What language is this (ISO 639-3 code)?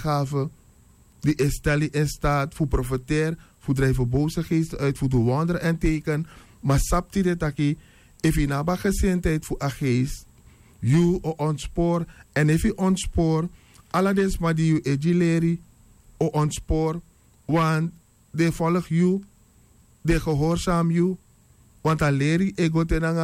srn